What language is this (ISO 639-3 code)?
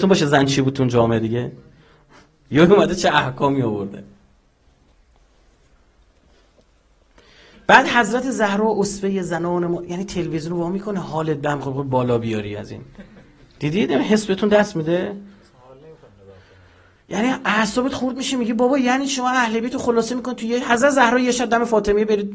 fas